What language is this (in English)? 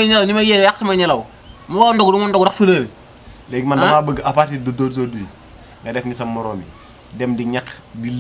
Wolof